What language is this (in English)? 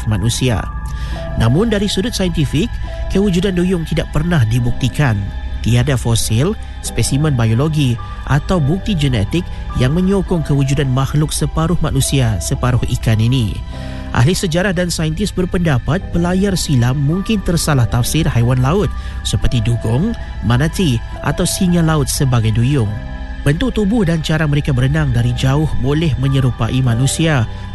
Malay